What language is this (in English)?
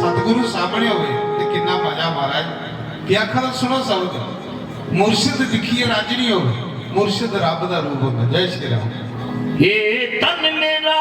Dogri